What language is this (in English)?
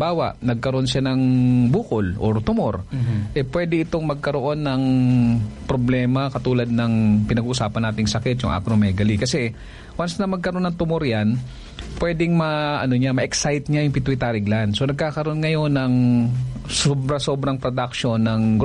Filipino